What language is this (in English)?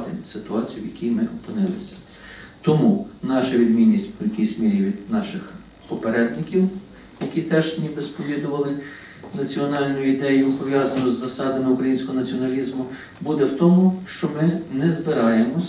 Ukrainian